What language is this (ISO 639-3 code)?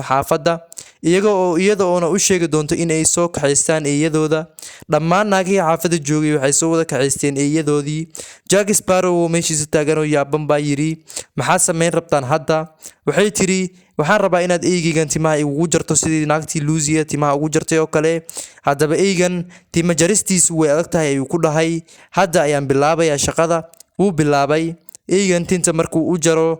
som